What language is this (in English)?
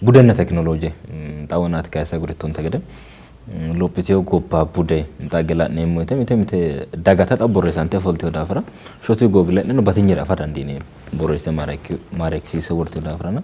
Sidamo